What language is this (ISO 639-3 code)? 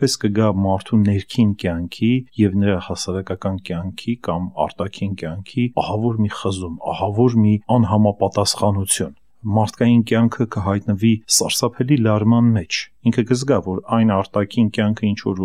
hye